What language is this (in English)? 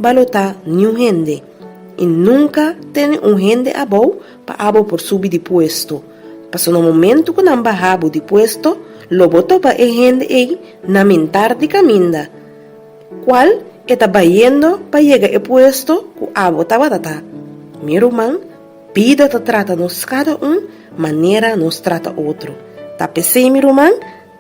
Papiamento